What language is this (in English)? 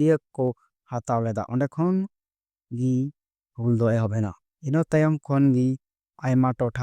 Santali